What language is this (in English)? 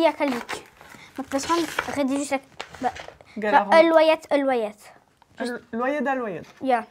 Breton